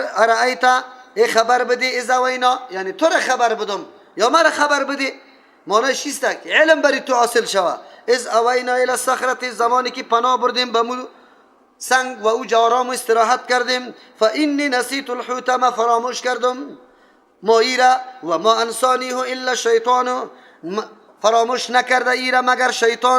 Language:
Persian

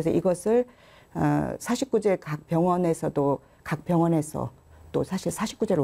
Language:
Korean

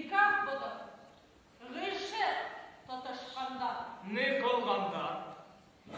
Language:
Bashkir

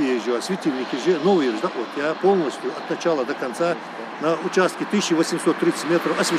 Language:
Ingush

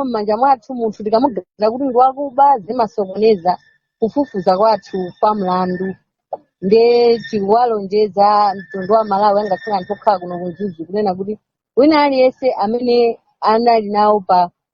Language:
Nyanja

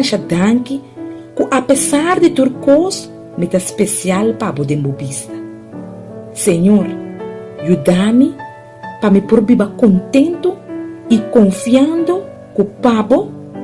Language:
Papiamento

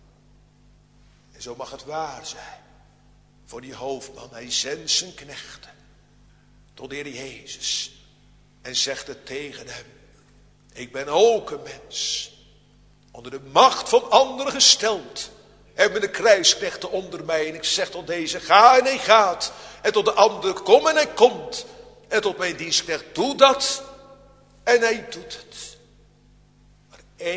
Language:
Dutch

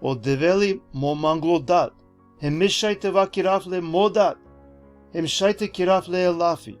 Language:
Balkan Romani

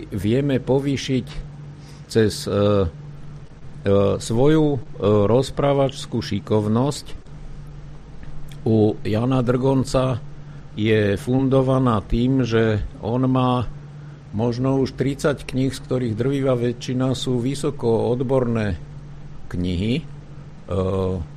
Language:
Slovak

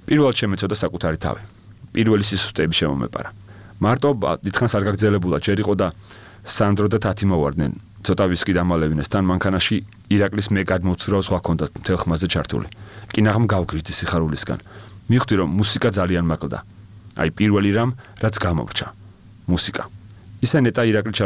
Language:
Georgian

